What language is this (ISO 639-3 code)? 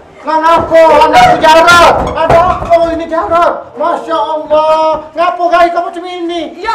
mui